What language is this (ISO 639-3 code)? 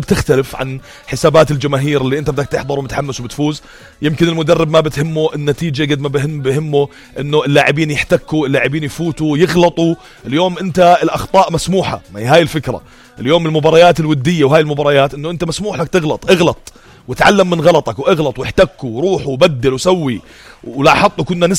apc